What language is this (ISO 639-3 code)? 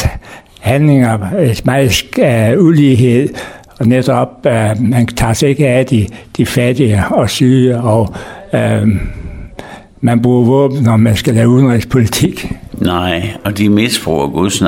dan